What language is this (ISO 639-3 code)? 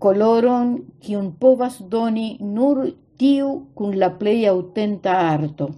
epo